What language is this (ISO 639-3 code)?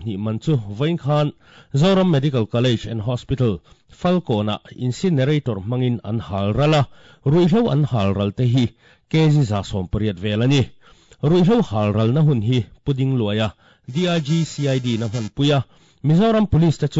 lus